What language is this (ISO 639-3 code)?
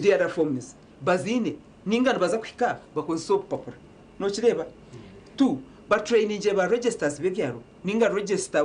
nyn